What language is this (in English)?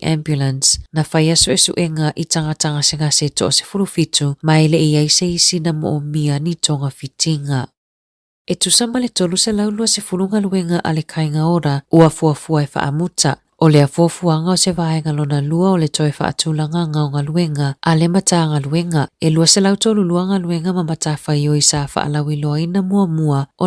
Samoan